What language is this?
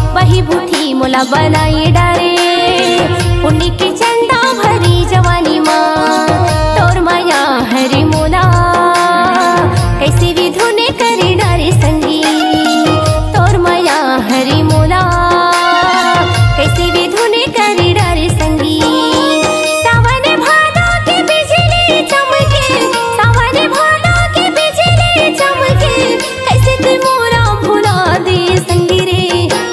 Chhattisgarhi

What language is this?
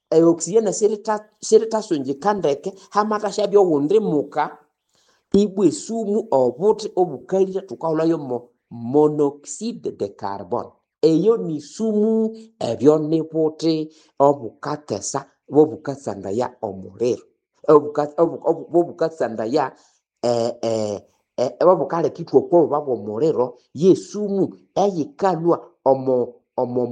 Nande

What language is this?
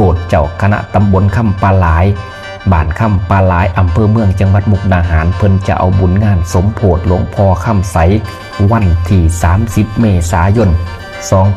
Northeastern Thai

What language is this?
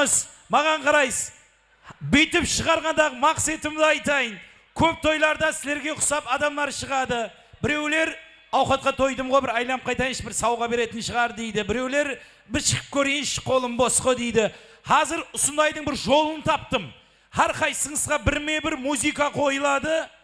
Kara-Kalpak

